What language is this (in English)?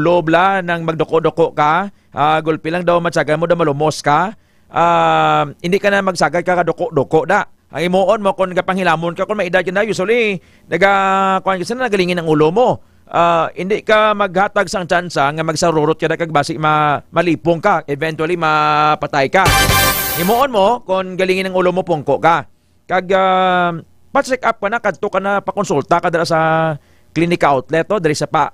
Hiligaynon